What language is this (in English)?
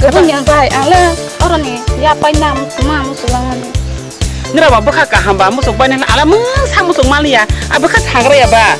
Kok Borok